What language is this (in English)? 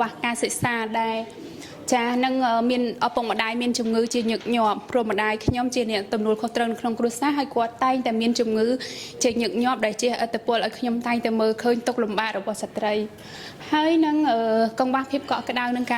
Khmer